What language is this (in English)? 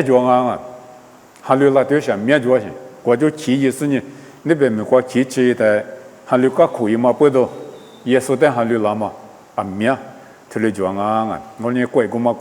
Lisu